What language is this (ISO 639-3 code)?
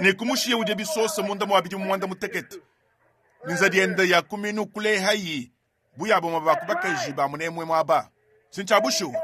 lua